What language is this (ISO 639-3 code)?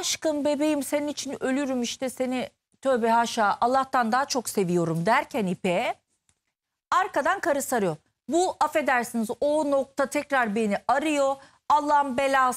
tur